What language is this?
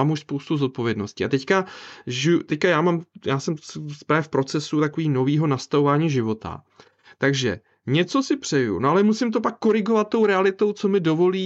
Czech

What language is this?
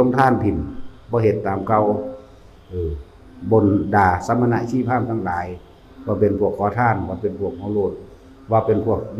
Northeastern Thai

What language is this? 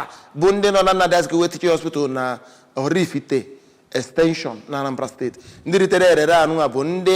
Igbo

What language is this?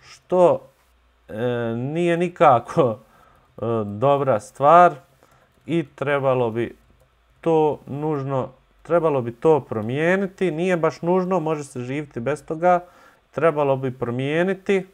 Bosnian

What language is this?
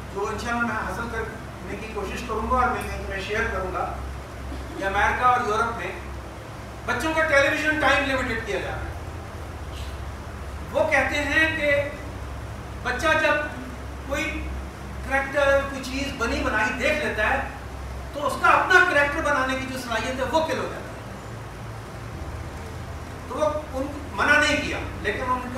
Urdu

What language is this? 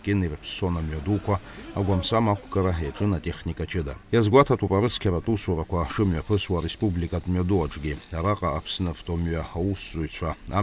Abkhazian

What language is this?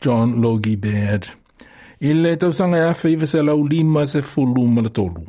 Samoan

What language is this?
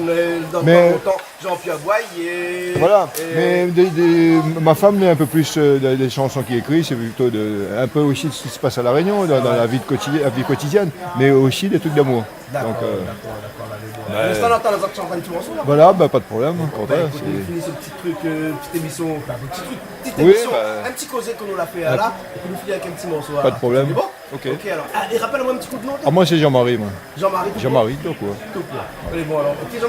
Réunion Creole French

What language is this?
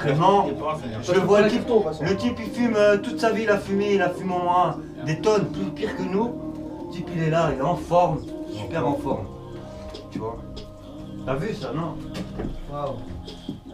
French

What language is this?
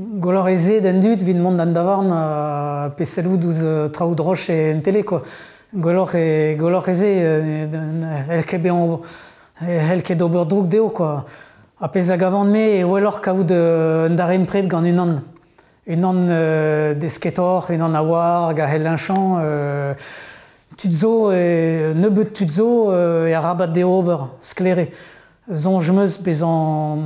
Breton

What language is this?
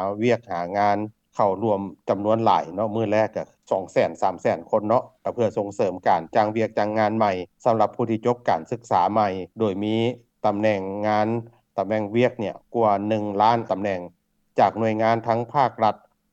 Lao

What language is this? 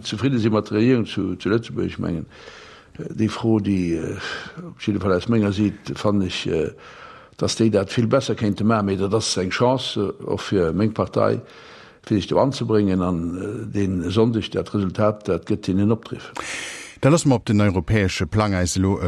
Luxembourgish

